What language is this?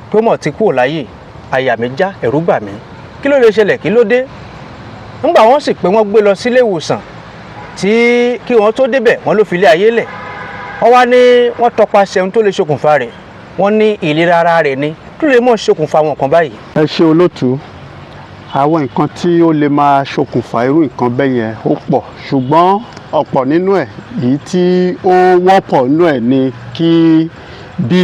Yoruba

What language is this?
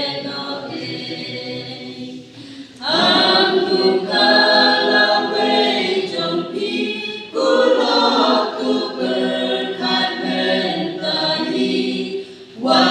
Khasi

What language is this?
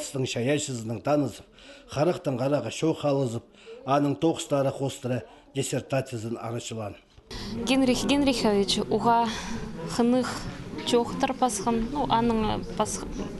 Khakas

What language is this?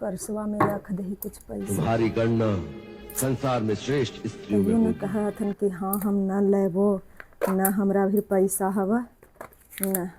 Magahi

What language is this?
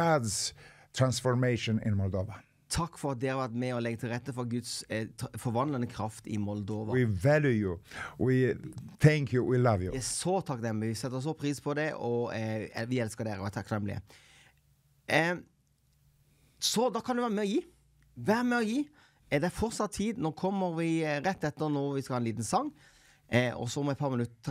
Norwegian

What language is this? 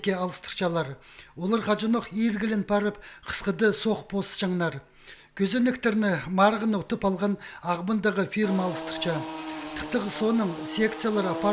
Khakas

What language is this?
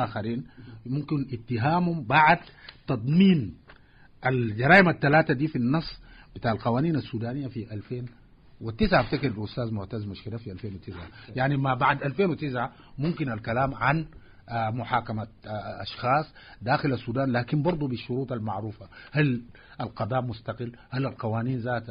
Sudanese Arabic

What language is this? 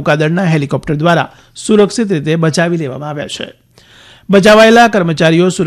Gujarati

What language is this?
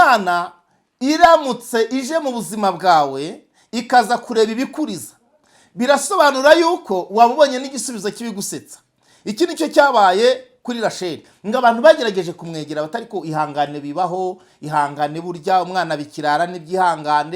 Kinyarwanda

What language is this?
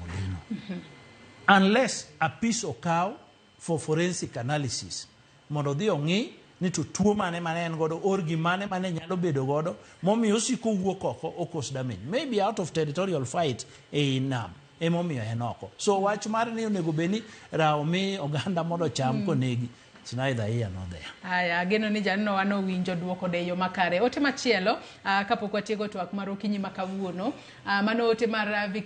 Luo (Kenya and Tanzania)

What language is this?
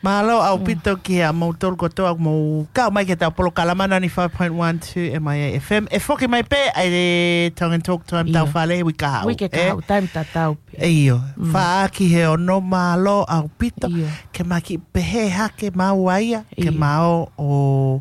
Tongan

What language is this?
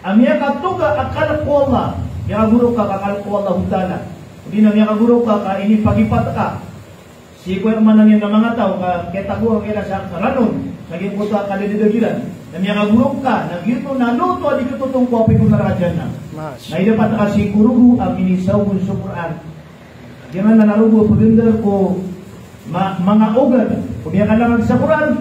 Maranao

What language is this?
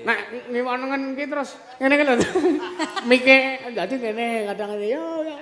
Javanese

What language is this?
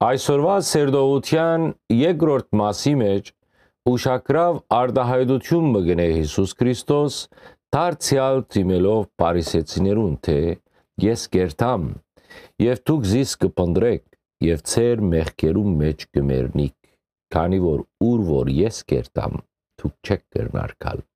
Western Armenian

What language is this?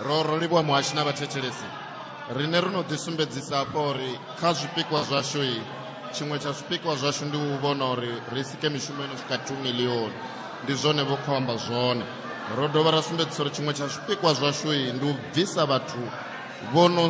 Venda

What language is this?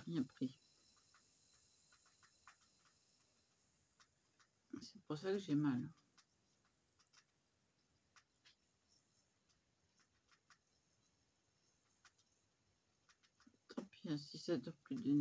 French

